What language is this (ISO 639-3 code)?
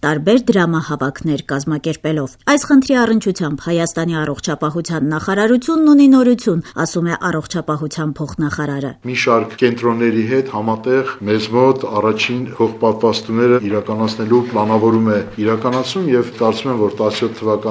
hye